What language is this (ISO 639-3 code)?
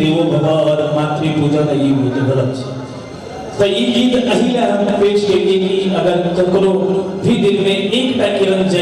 mai